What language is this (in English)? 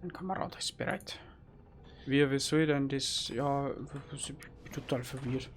Bavarian